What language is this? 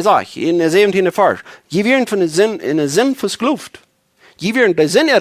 Plautdietsch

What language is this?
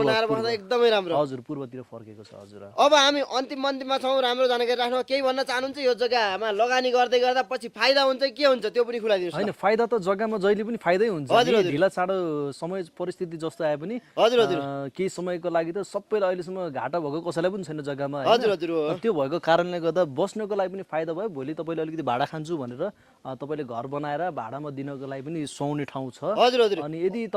Nepali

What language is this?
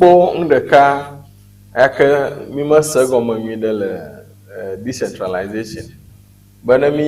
Ewe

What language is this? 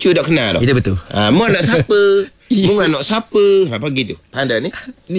Malay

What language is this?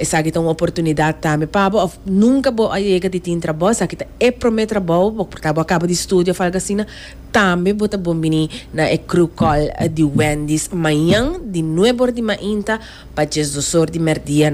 Papiamento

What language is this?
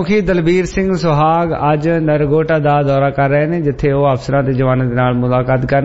Punjabi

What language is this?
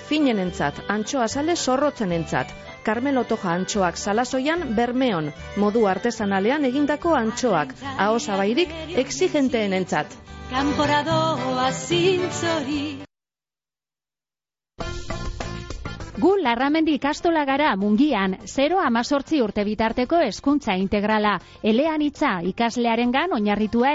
Basque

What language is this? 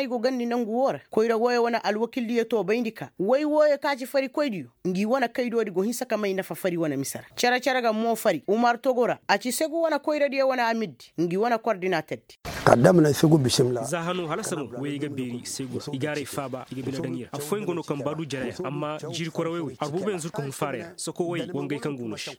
Koyraboro Senni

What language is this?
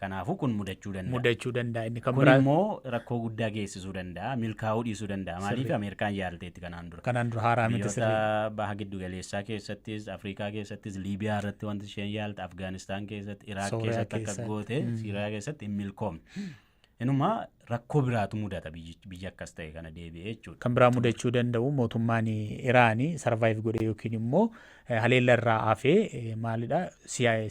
Oromo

